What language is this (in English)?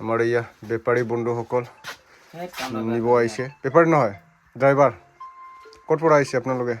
Bodo